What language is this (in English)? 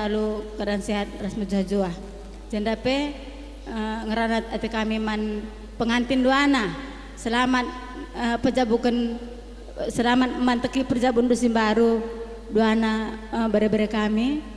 Batak Karo